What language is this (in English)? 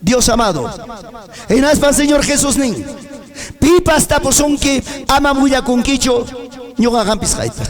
Ayacucho Quechua